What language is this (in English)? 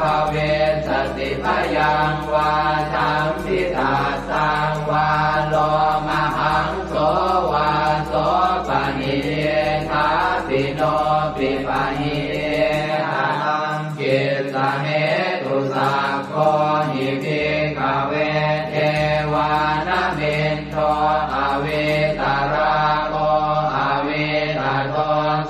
Pali